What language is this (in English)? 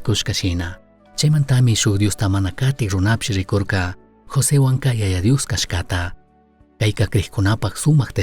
Chimborazo Highland Quichua